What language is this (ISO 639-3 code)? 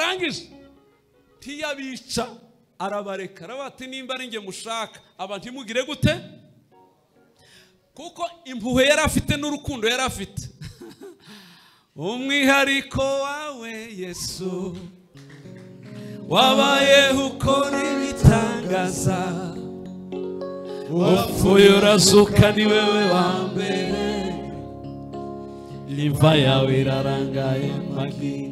kin